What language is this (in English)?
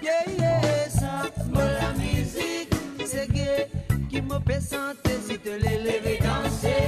Morisyen